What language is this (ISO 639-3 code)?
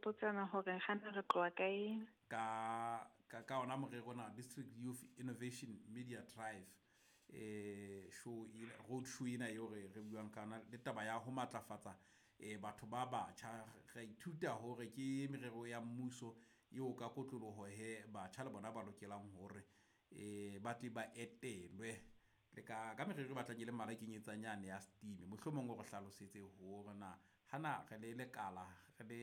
sot